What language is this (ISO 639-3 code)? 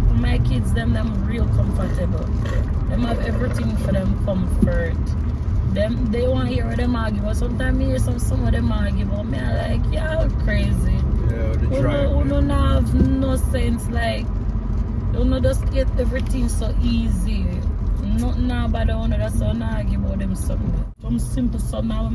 jam